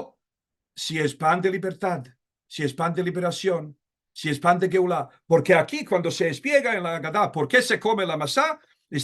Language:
Ladino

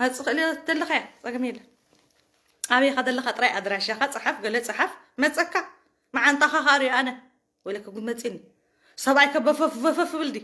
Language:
Tigrinya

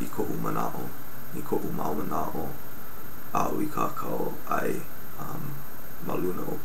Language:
Hawaiian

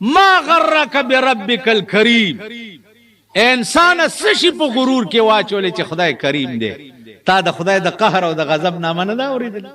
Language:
Pashto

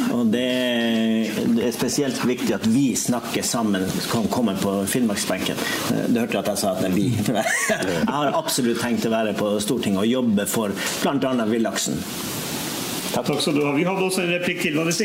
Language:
Norwegian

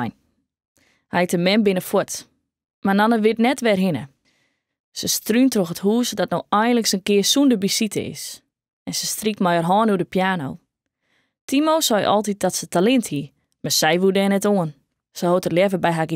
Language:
Western Frisian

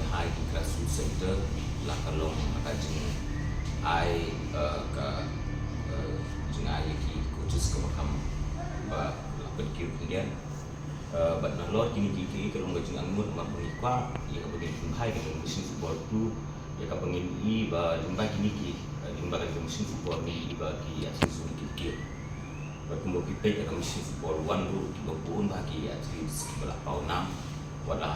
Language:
Khasi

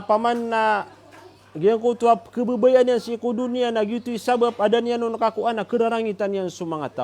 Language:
Maranao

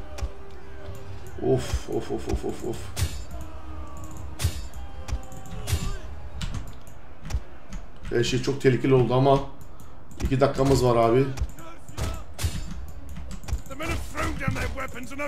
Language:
Turkish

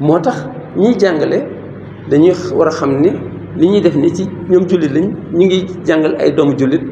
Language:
Wolof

